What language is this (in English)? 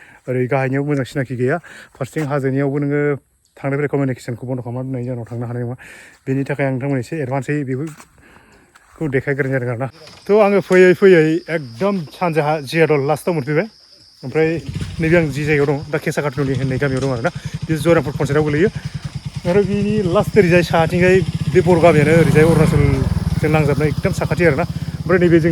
Bodo